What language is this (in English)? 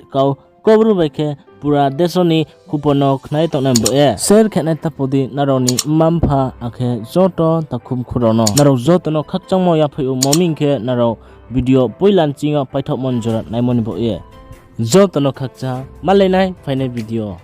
Riang (India)